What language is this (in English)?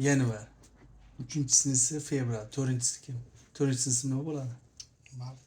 Uzbek